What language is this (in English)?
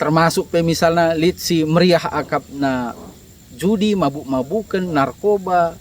Batak Karo